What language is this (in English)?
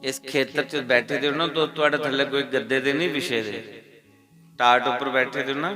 Dogri